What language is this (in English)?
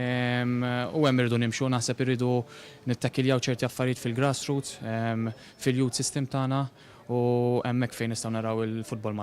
Maltese